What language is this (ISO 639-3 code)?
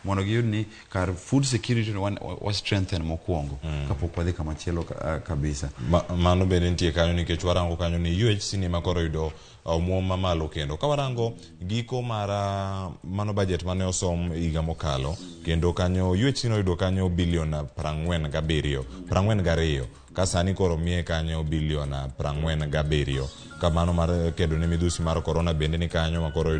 luo